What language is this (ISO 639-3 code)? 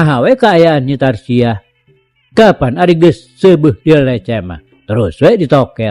sun